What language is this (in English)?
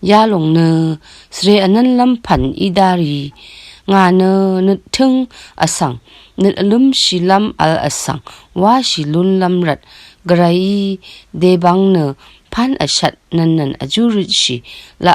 Rawang